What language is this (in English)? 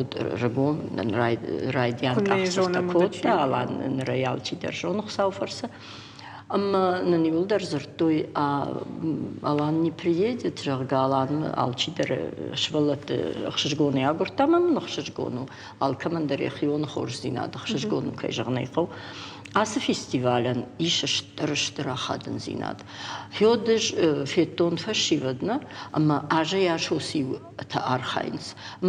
Ossetic